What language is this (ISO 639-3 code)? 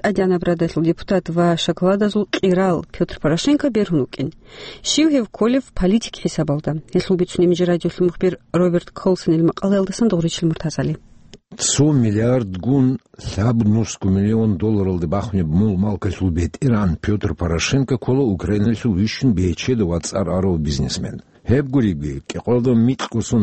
ava